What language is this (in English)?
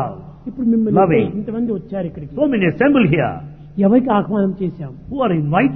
Telugu